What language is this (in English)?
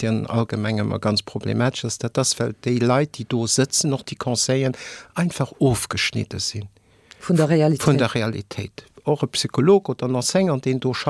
Luxembourgish